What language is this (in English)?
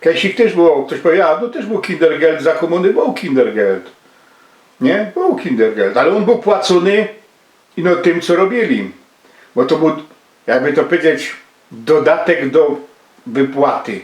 Silesian